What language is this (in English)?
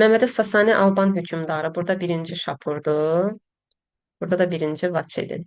Azerbaijani